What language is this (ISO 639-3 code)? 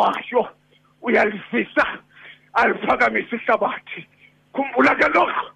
xho